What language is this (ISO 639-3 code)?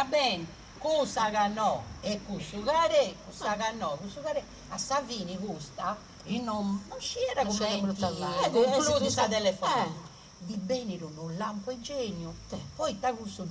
srd